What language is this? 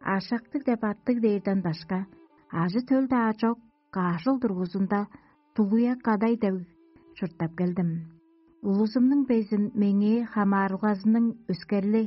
Tuvinian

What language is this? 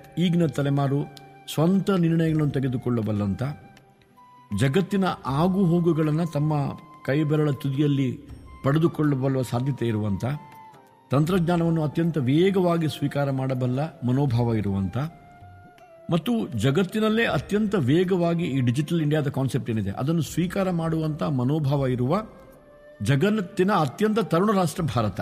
Kannada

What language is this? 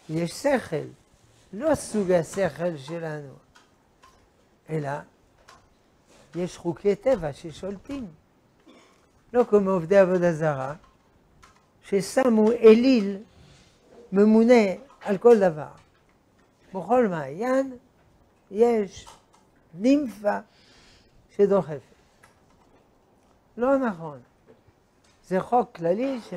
Hebrew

